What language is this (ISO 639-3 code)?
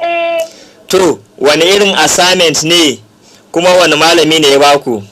hau